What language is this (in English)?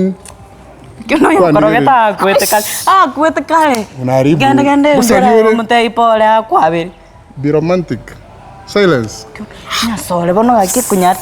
Gusii